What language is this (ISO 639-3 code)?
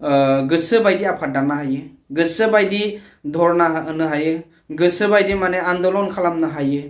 brx